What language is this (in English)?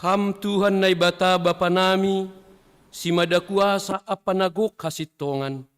Batak Simalungun